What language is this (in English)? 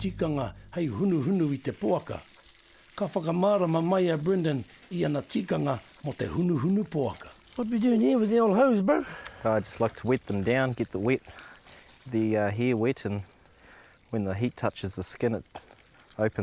Māori